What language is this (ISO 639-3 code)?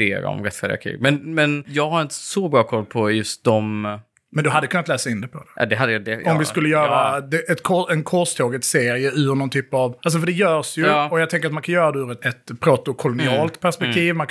swe